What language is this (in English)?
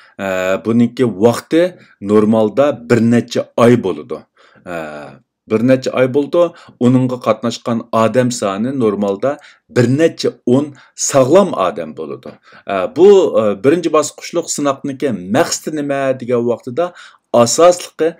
Uyghur